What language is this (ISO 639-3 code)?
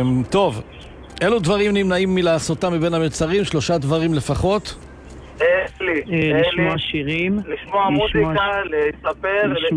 heb